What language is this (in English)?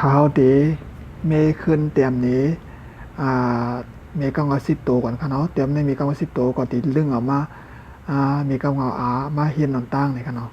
Shan